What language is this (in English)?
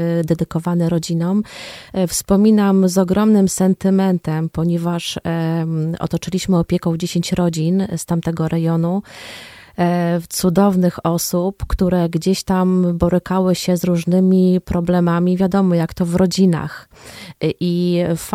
Polish